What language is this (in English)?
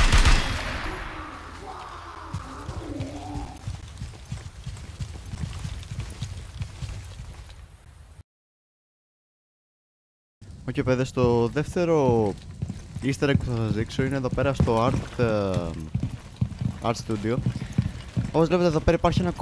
Greek